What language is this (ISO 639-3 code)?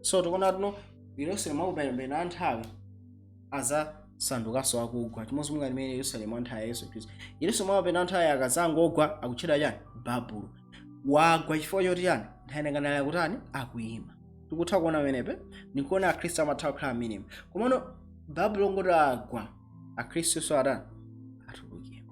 nya